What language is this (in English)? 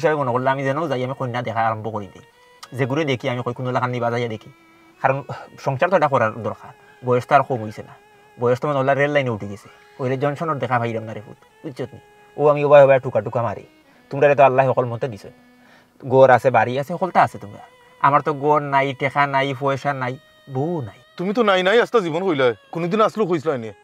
Sylheti